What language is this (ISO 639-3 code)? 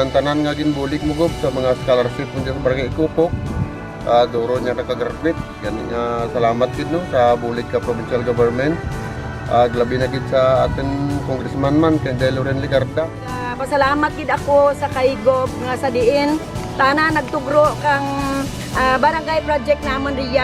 krj